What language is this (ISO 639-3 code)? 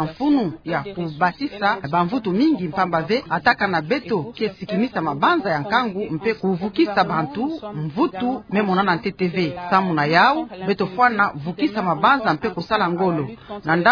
ktu